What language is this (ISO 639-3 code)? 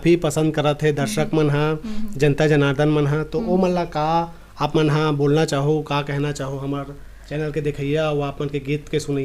hne